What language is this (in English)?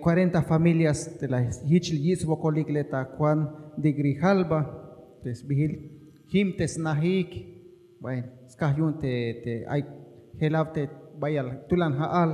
Tzeltal